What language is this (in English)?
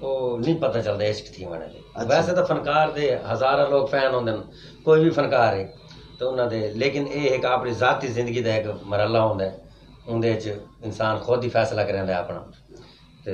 Saraiki